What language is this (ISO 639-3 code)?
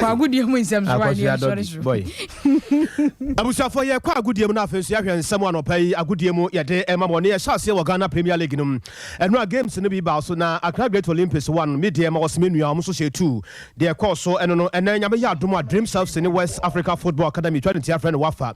aka